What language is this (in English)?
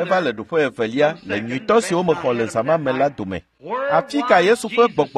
Ewe